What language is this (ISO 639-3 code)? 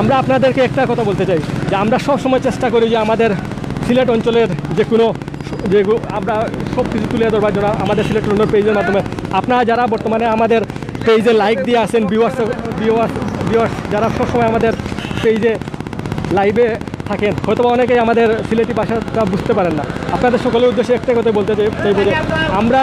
syl